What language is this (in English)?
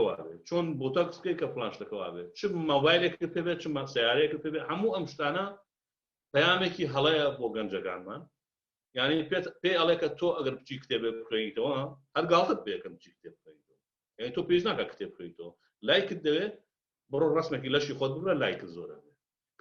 Central Kurdish